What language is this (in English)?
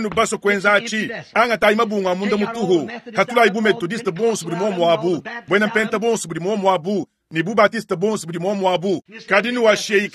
Luba-Lulua